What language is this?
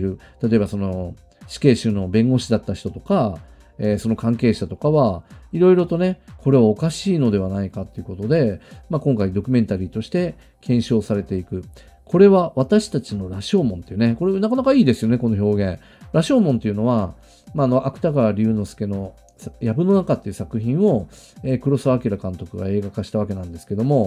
Japanese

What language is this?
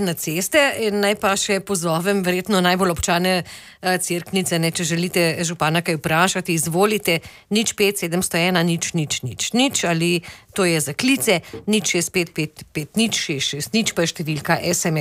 Slovenian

